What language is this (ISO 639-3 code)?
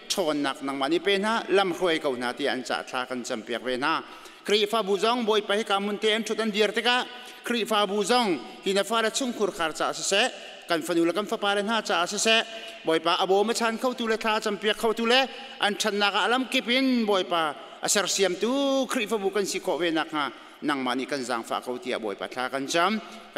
cnh